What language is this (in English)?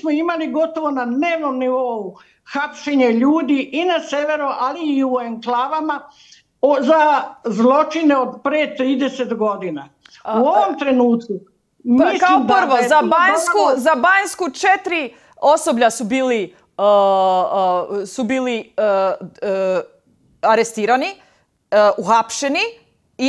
Serbian